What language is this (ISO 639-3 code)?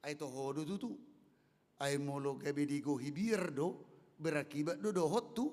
bbc